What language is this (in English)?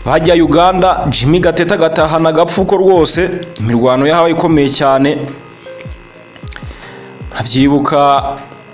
Kinyarwanda